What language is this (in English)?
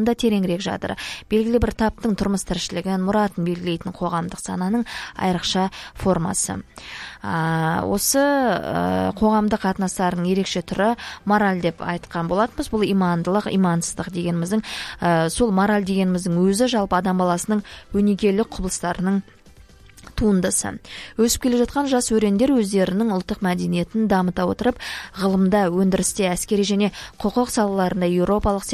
Kazakh